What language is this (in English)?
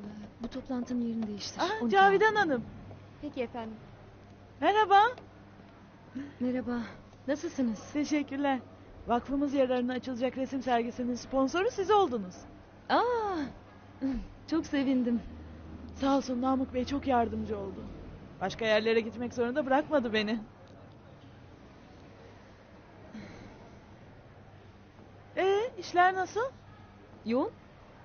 Turkish